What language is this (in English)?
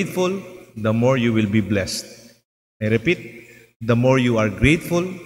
Pampanga